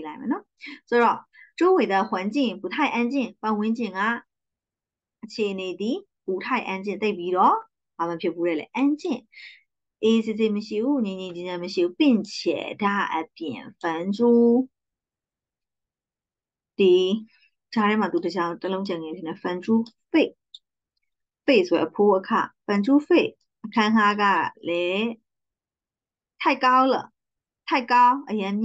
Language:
Burmese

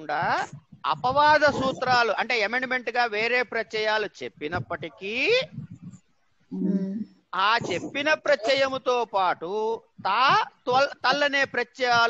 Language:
Telugu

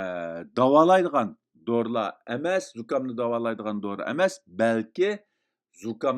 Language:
Uyghur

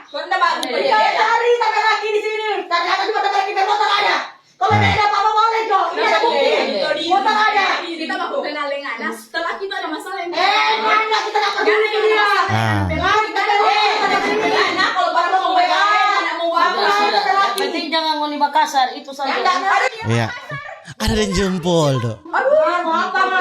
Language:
Manado Malay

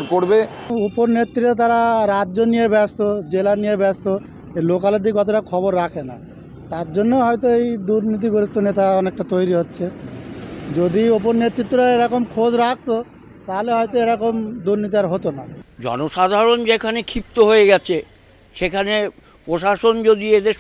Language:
Bangla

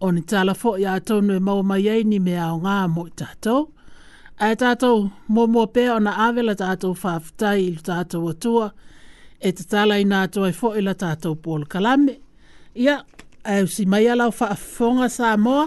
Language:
Samoan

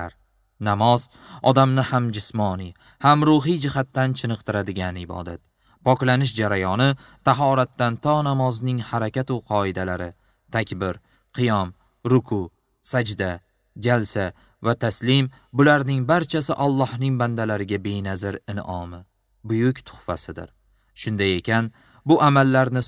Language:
Uzbek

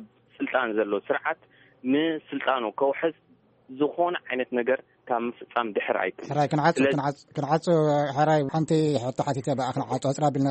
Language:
Tigrinya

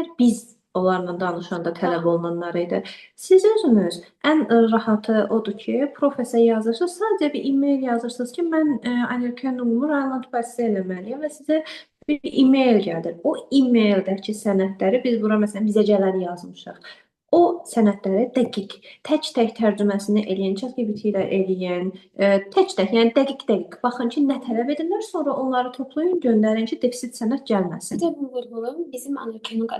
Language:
Azerbaijani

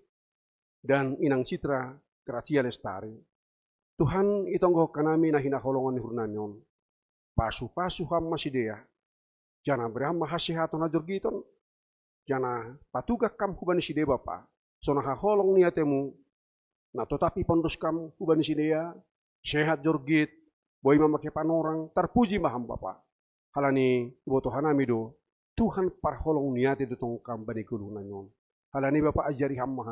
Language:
Batak Simalungun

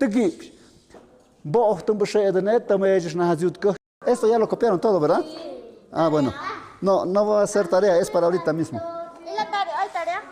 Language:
Tlahuitoltepec Mixe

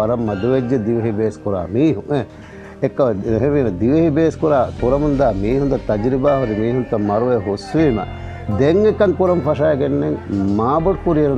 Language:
Divehi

